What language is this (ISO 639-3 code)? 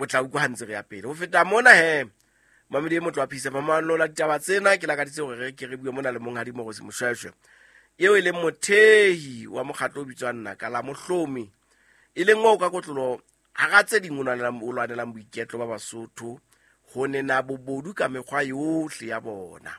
sot